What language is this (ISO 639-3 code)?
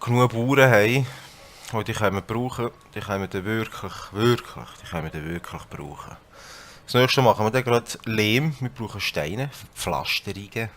gsw